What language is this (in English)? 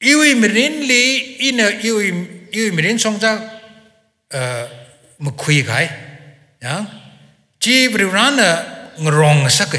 Tangkhul Naga (India)